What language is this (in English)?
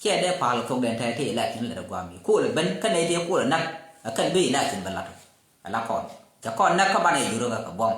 Nuer